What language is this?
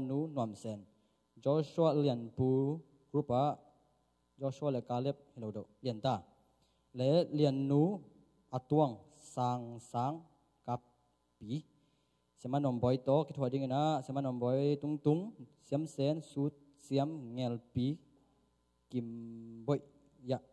Tedim Chin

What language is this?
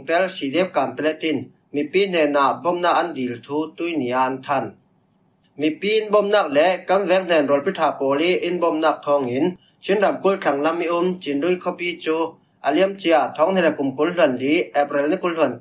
Falam Chin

